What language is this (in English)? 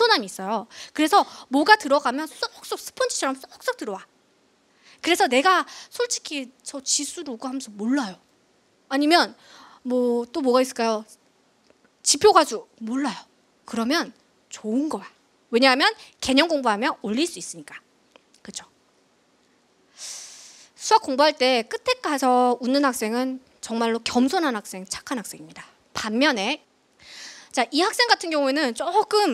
Korean